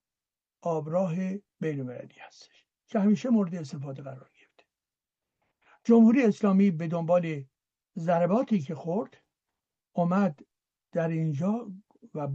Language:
Persian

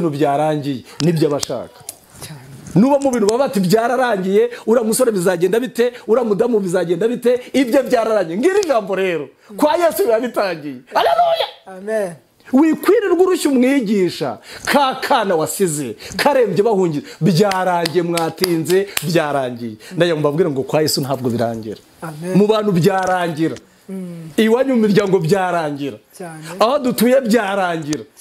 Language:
Kinyarwanda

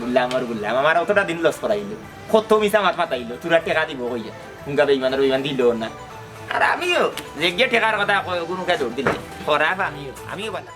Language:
Sylheti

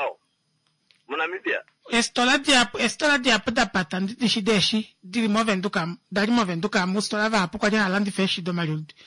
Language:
Kuanyama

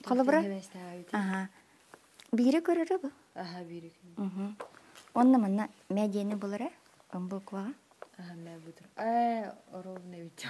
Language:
Yakut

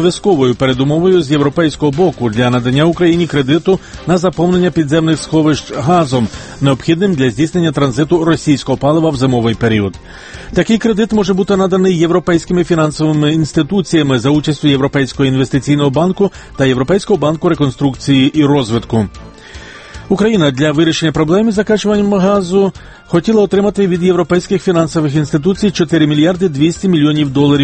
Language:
Ukrainian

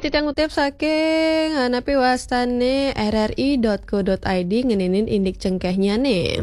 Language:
Balinese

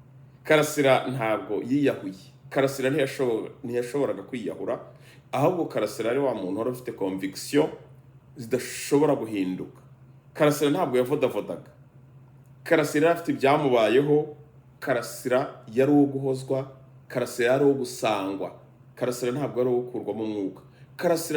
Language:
Kinyarwanda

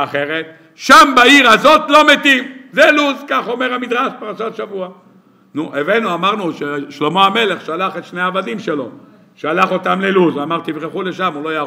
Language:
Hebrew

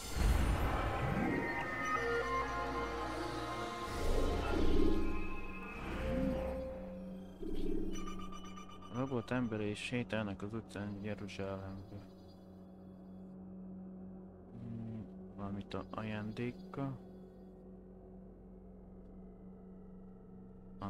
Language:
Hungarian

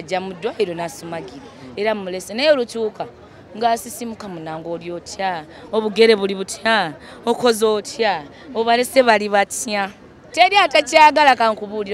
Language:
Ganda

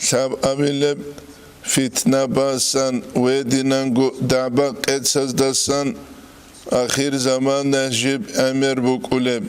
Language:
Avaric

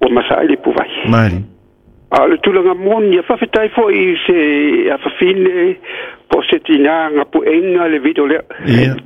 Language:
Samoan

